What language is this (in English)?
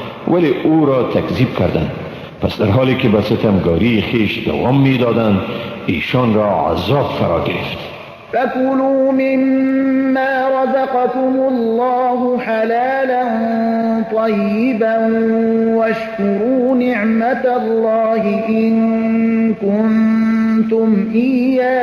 Persian